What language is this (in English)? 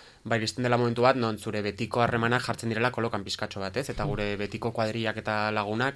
Basque